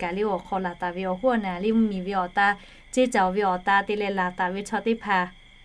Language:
Lahu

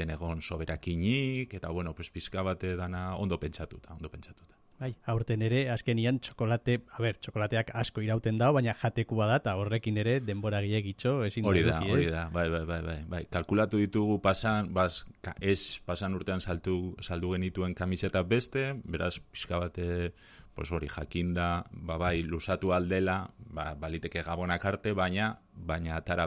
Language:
Basque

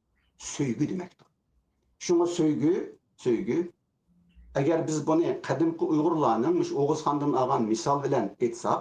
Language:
Uyghur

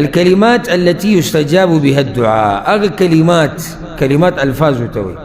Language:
Pashto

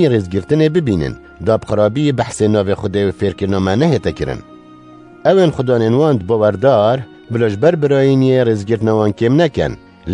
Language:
Kurdish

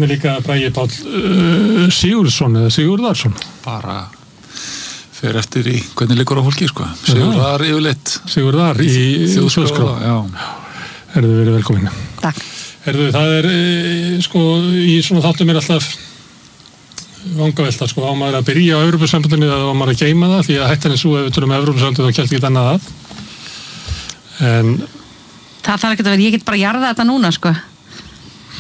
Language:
Icelandic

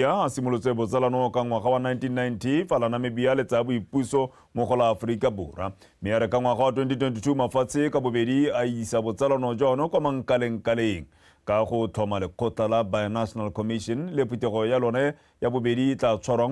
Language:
Tswana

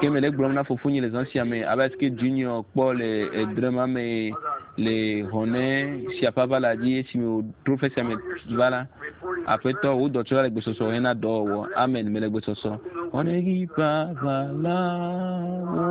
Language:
Ewe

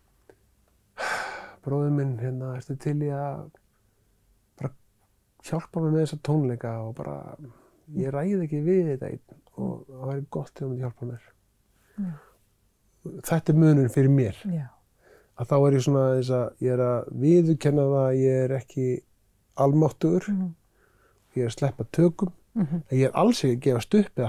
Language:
Icelandic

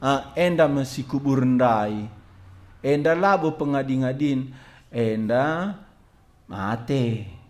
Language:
Batak Karo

